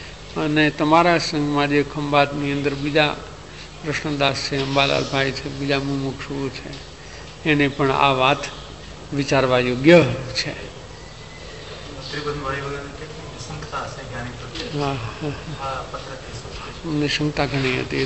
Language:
Gujarati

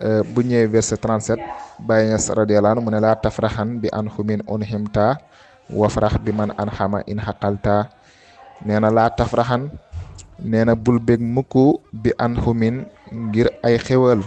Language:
Wolof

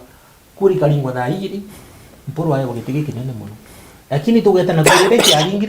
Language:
Meru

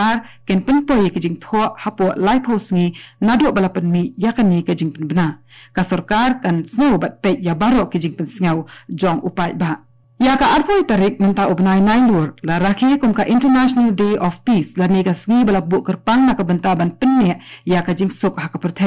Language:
Khasi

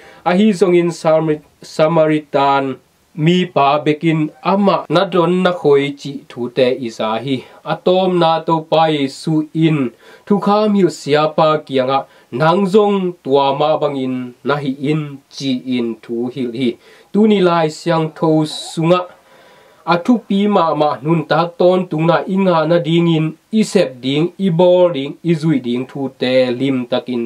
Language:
Tedim Chin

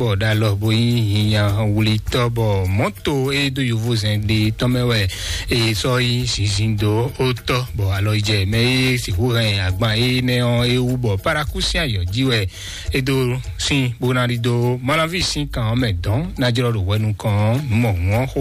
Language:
Fon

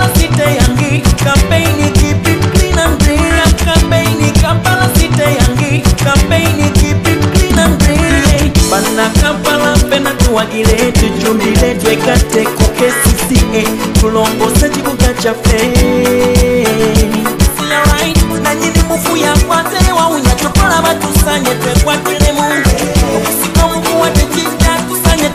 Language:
Ganda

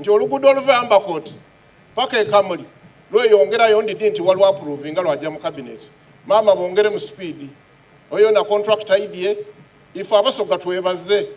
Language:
Soga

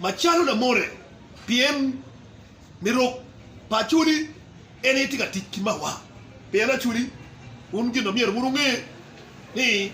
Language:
Acoli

